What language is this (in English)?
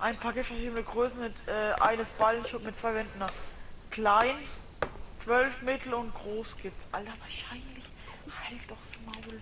Bavarian